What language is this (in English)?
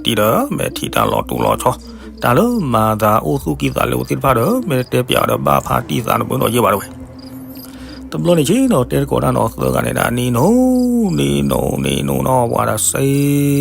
S'gaw Karen